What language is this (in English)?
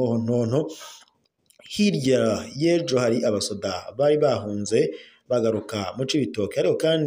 Rundi